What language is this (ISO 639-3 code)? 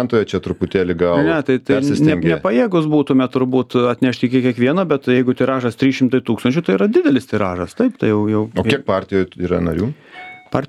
lit